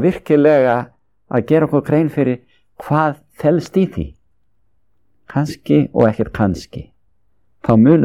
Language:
Icelandic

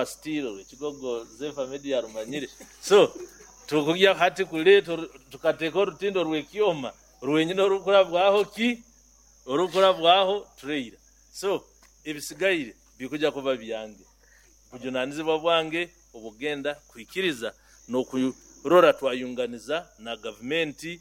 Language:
Nyoro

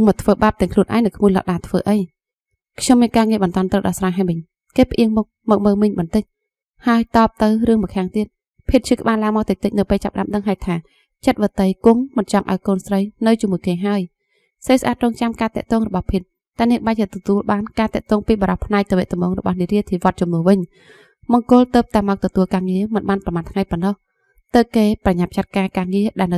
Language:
Khmer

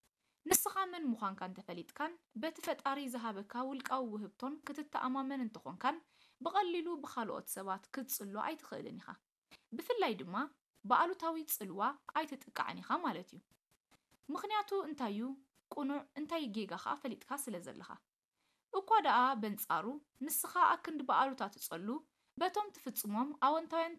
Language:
Tigrinya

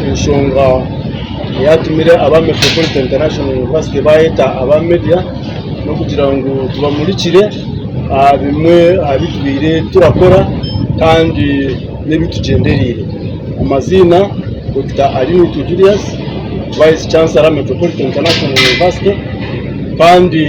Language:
Nyankole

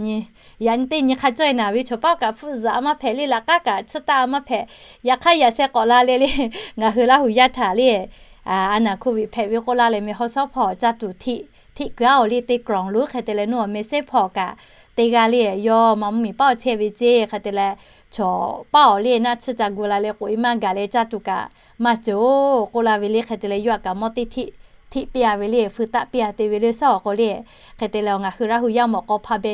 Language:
Lahu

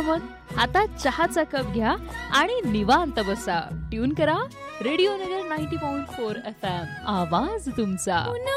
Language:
Marathi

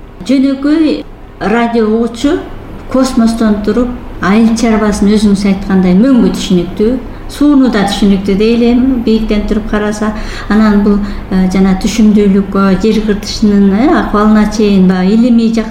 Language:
Kyrgyz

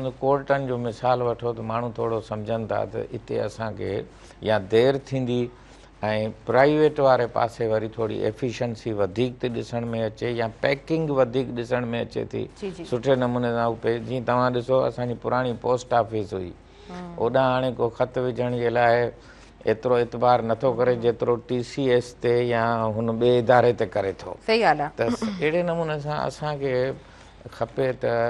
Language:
Sindhi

